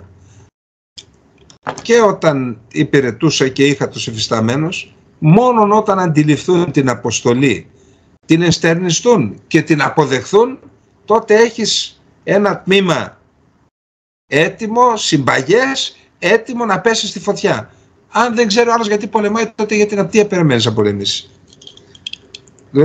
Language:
Greek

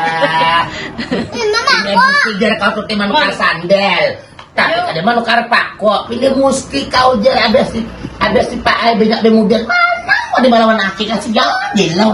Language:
Banjar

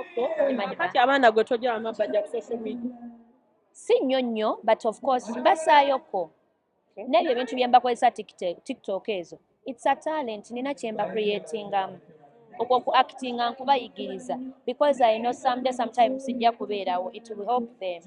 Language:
Ganda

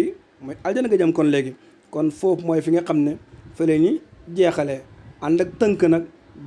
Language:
Wolof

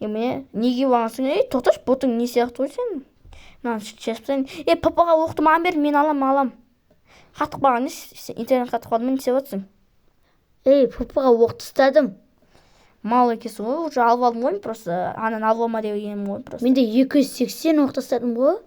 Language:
Kazakh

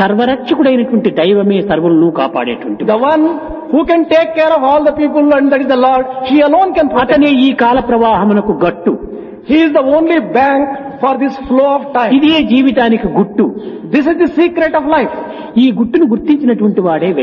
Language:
Telugu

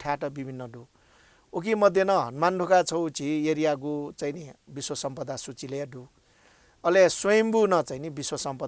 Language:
Newari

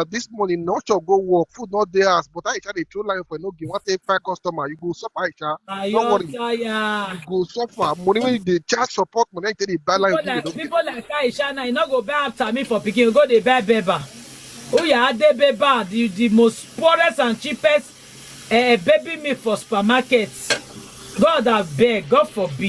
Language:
Nigerian Pidgin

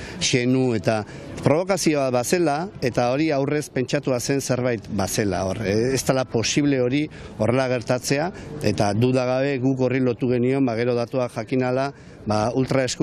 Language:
Basque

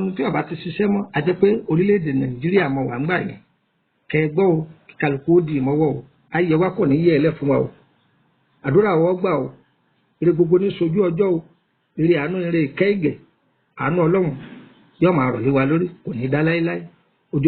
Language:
Yoruba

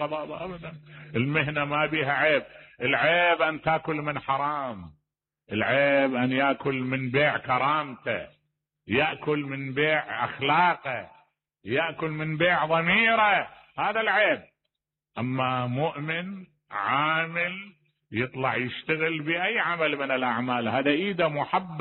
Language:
Mesopotamian Arabic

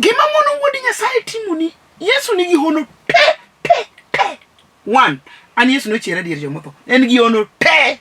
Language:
Luo (Kenya and Tanzania)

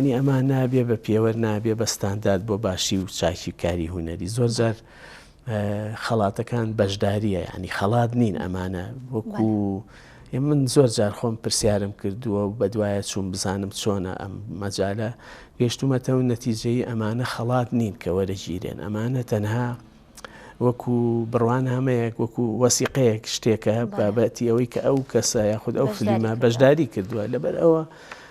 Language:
Central Kurdish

